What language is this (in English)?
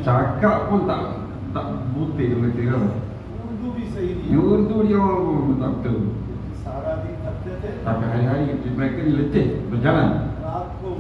Malay